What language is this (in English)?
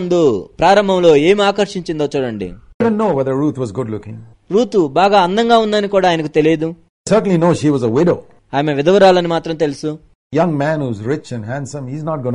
Telugu